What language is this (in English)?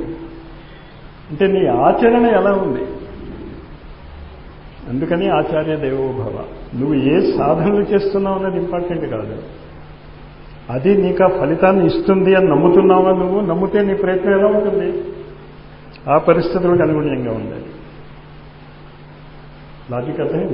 Telugu